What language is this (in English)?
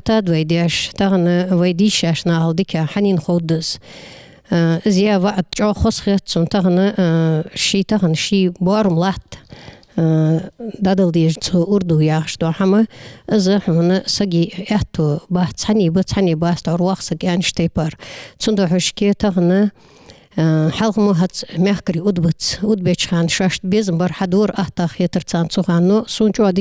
Ingush